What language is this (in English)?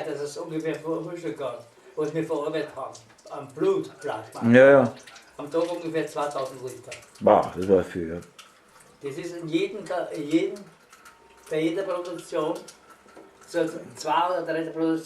Bavarian